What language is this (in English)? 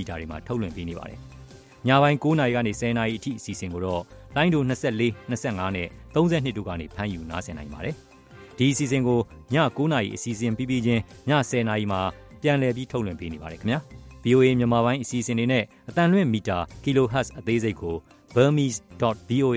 Burmese